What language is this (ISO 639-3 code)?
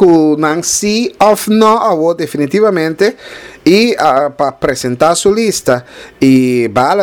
pap